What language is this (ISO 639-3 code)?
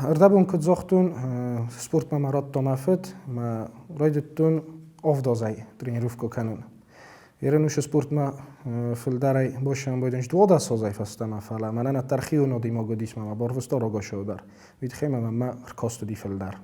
oss